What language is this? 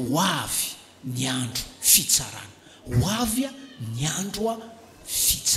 Malagasy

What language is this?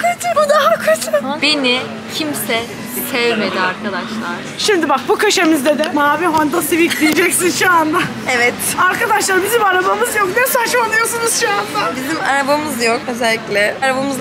Turkish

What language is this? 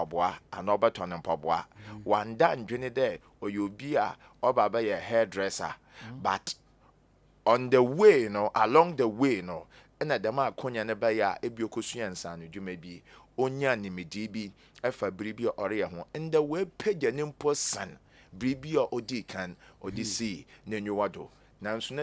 Akan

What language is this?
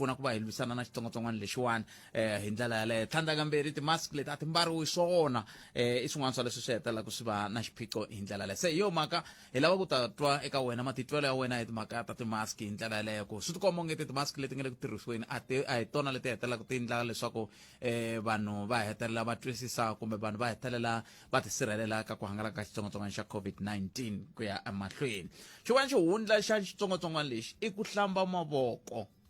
Tsonga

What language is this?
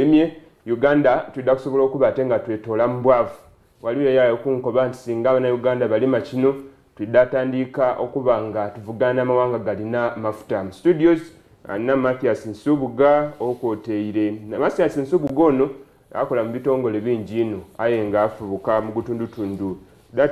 Soga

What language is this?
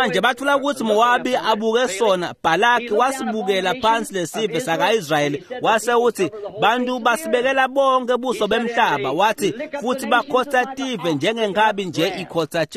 Swati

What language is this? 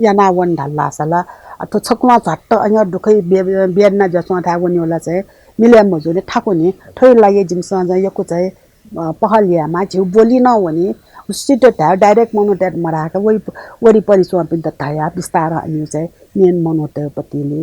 Newari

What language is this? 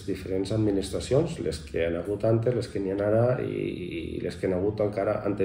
Catalan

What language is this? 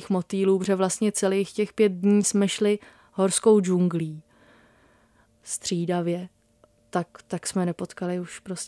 Czech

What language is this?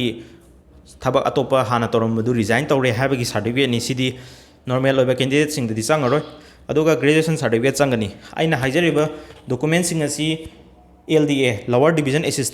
Manipuri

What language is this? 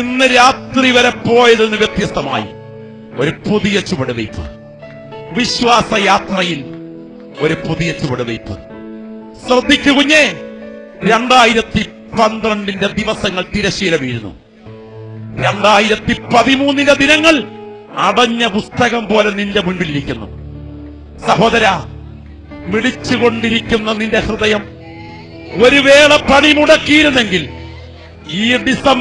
Malayalam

